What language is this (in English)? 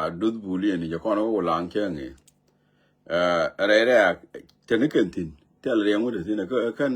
Nuer